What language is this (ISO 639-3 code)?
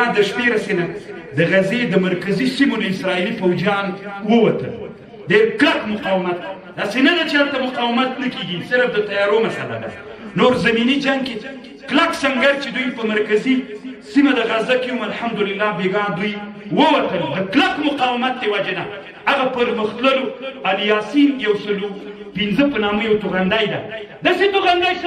pus